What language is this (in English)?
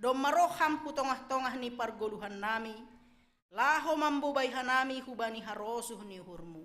Batak Simalungun